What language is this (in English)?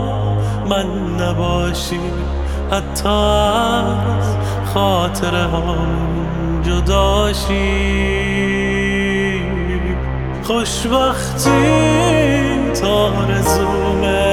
Persian